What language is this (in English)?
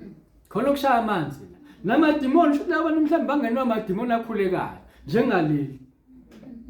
Zulu